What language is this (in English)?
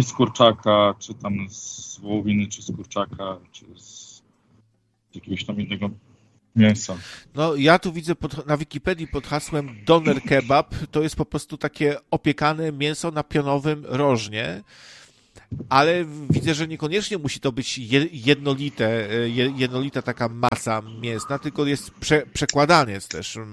Polish